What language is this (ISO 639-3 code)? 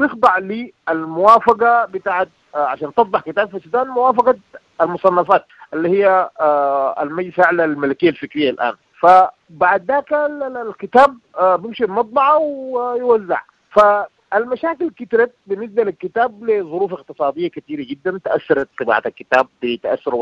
apd